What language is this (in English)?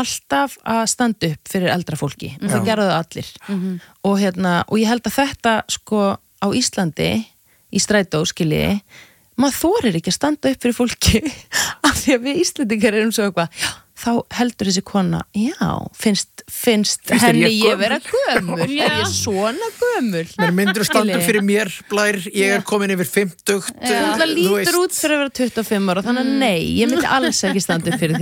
Icelandic